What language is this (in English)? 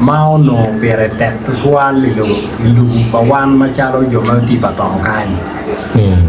Acoli